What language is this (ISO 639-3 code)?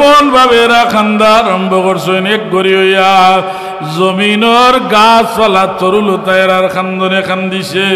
syl